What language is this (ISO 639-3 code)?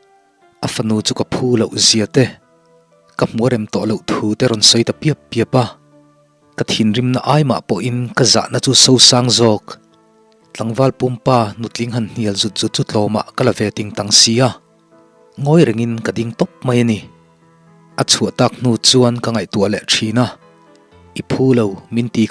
lus